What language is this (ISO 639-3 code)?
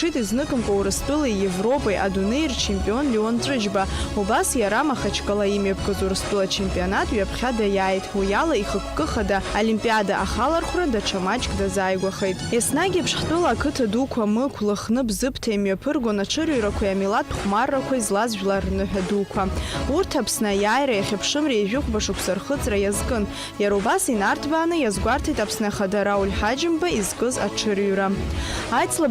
abk